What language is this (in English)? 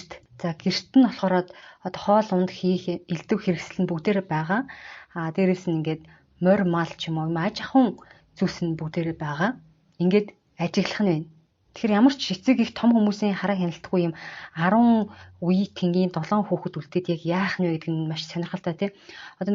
Mongolian